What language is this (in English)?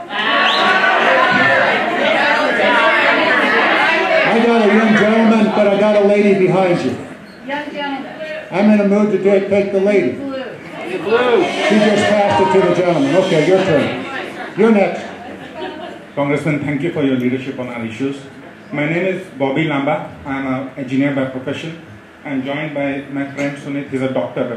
English